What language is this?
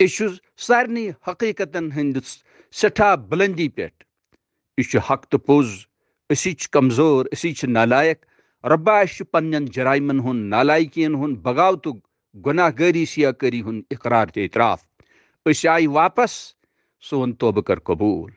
Kashmiri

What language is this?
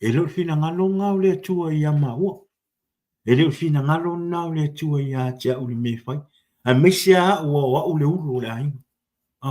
Samoan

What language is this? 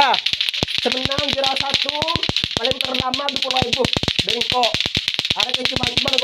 Madurese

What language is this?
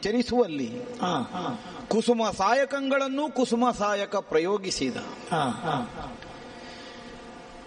Kannada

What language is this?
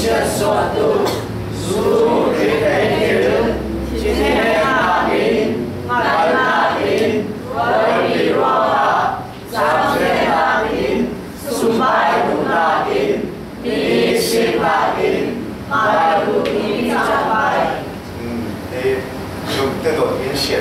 Falam Chin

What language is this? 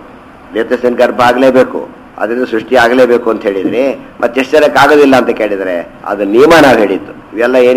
Kannada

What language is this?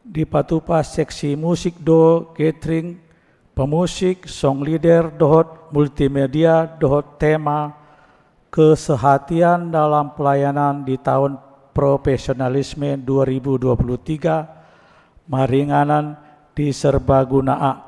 Batak Toba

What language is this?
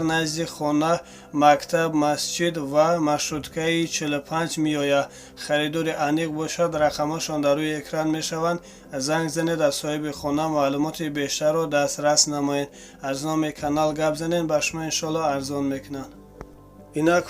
Tajik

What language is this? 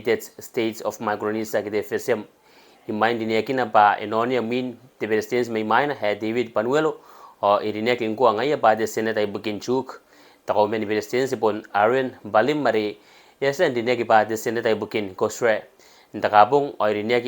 Gilbertese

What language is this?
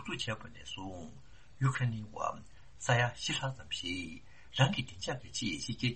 Tibetan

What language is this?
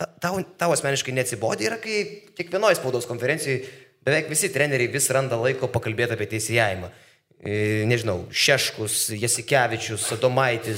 Lithuanian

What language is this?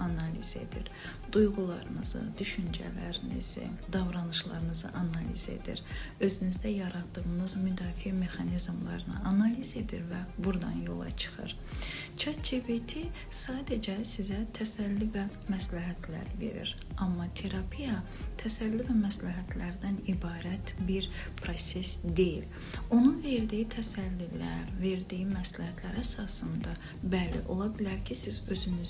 Azerbaijani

